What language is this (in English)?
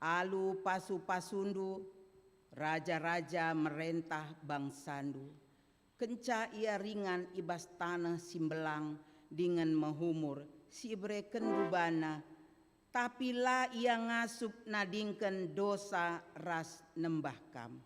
Batak Karo